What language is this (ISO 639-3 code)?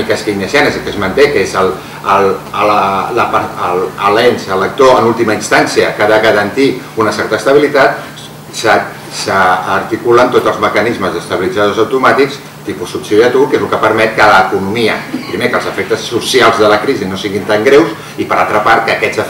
cat